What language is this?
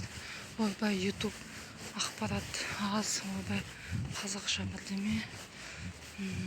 Kazakh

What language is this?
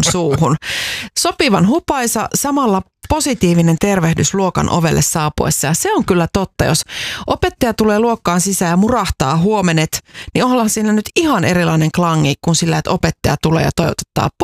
Finnish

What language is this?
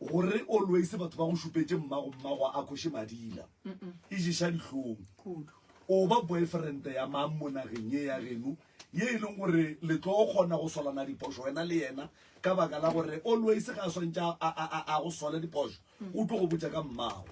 Northern Sotho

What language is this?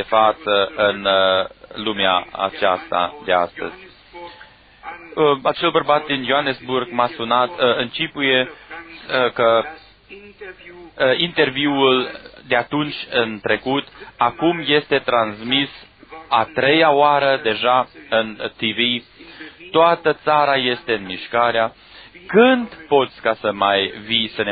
Romanian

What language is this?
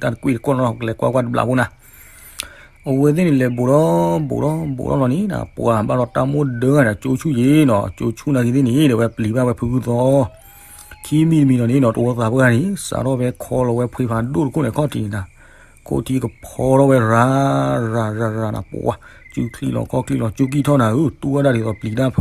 S'gaw Karen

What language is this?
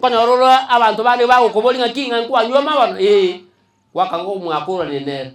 Gusii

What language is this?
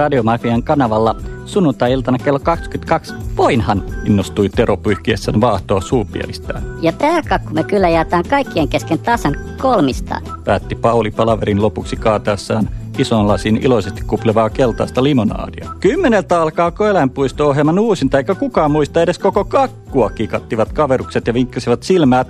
Finnish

